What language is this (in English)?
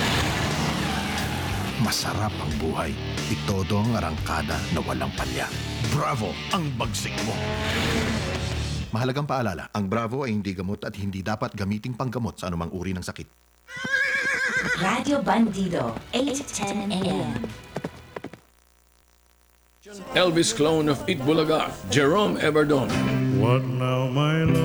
Filipino